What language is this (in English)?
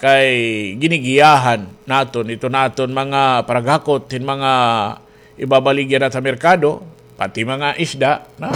Waray